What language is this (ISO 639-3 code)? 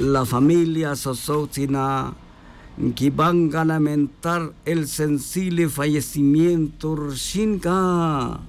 tzj